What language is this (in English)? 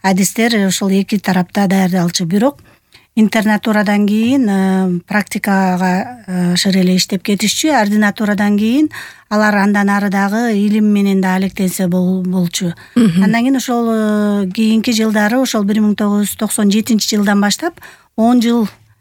Kyrgyz